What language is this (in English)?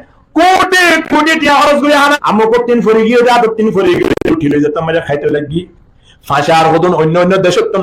Rohingya